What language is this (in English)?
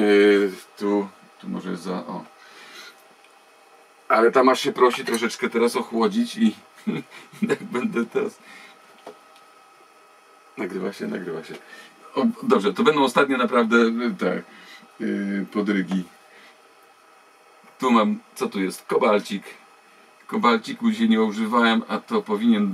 Polish